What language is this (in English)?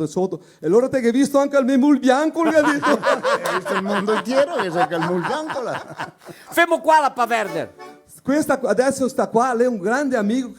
Venetian